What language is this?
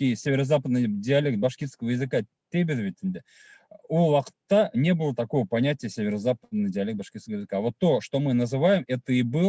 Bashkir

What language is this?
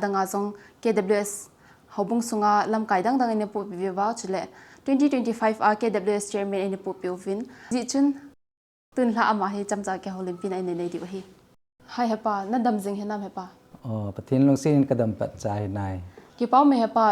Thado Chin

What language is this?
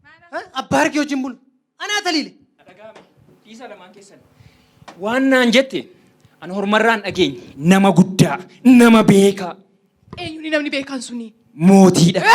Oromo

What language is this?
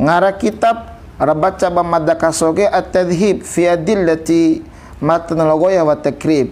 Bima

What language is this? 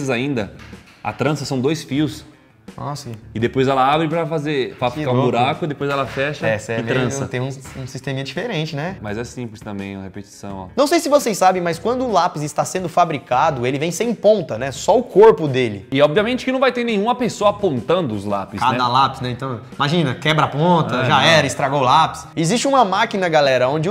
Portuguese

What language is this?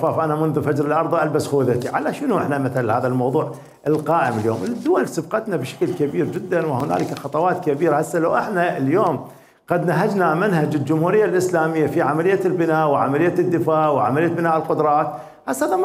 Mesopotamian Arabic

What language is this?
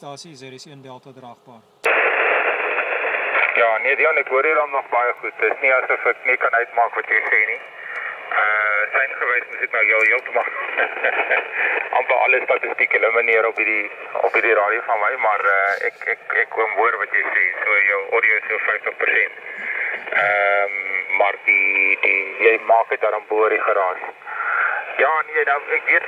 Afrikaans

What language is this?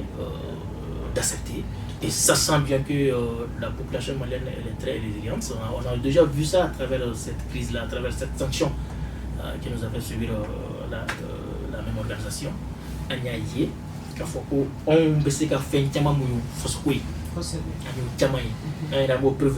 Bambara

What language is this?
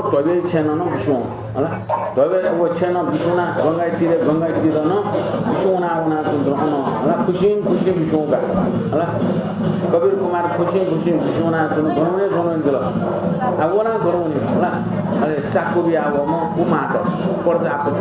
Newari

